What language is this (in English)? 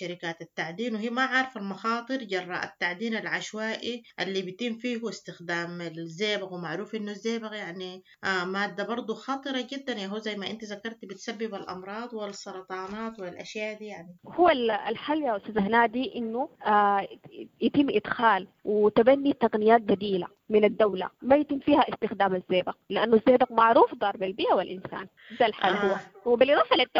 Sudanese Arabic